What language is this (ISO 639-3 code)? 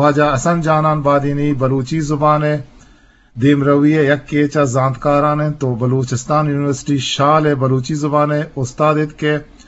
bgp